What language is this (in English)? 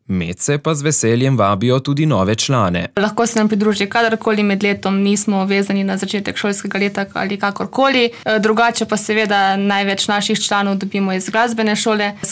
Slovenian